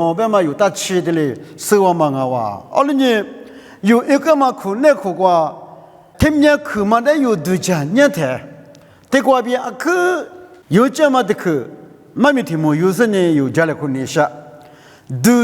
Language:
Lisu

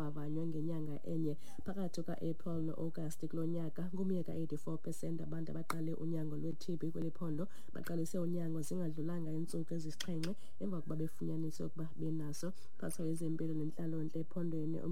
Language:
Xhosa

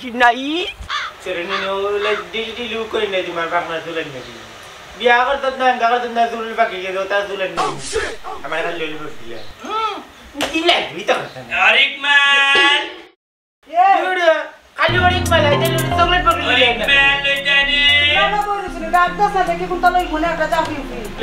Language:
Sylheti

